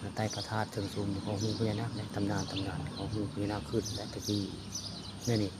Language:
Northeastern Thai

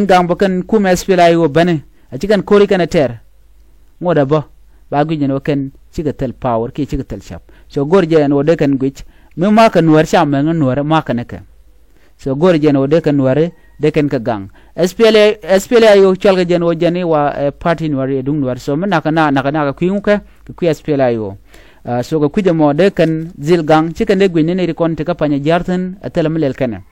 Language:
Nuer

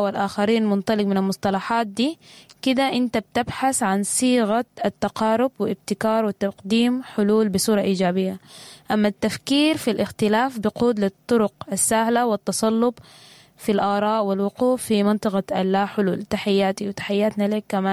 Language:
Sudanese Arabic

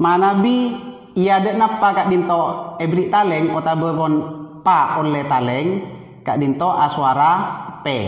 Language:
Madurese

